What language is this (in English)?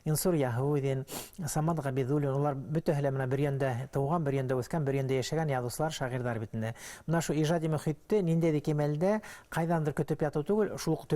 Bashkir